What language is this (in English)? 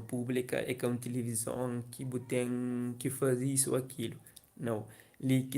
Kabuverdianu